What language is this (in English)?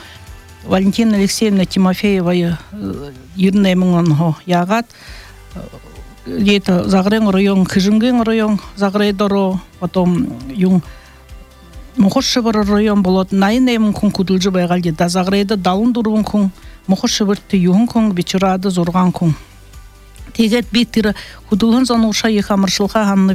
Buriat